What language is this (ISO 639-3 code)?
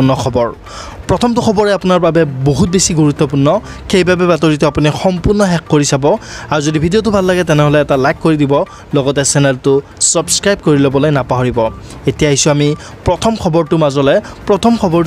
asm